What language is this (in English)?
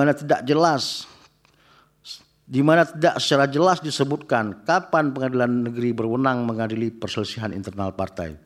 Indonesian